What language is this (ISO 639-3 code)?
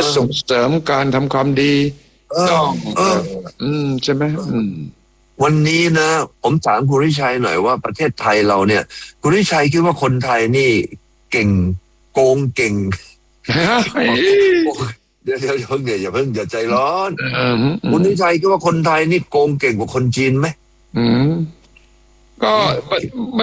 tha